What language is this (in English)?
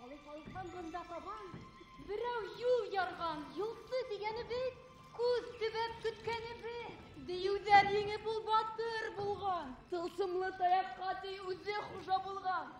Bashkir